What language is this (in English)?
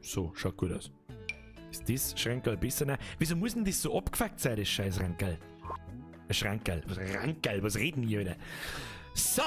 Bavarian